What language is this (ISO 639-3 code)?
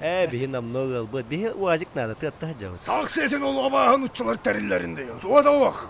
sah